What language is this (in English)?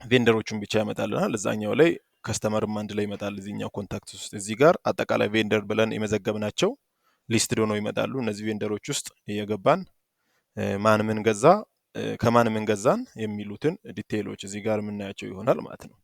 Amharic